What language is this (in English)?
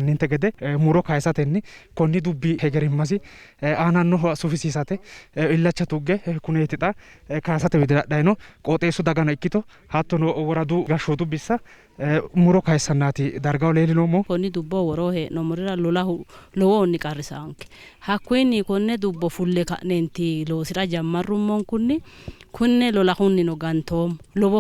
Sidamo